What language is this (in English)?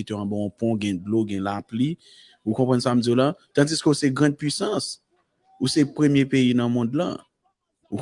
Haitian Creole